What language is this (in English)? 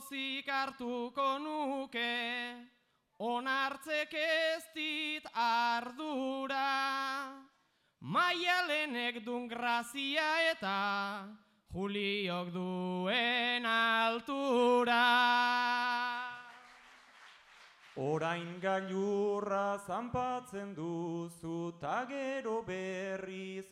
Basque